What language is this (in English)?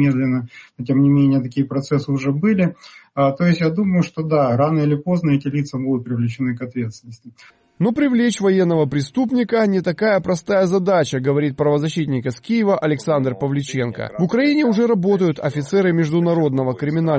Russian